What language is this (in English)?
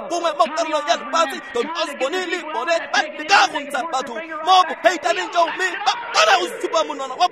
Tswana